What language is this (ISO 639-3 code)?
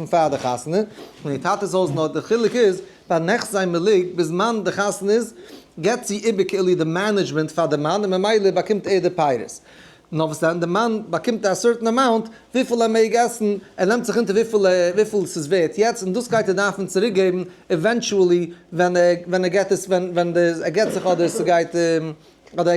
yid